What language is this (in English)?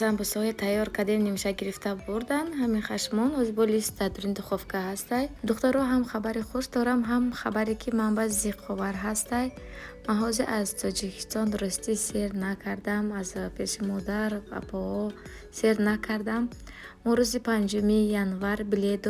Tajik